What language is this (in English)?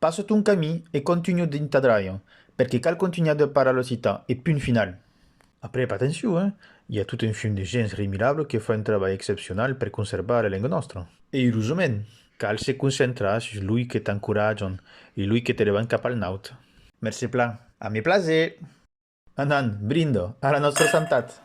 Occitan